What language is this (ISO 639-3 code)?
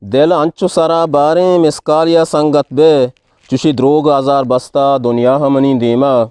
bgp